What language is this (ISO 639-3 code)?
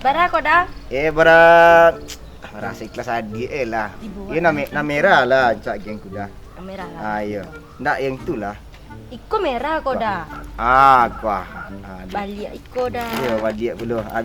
min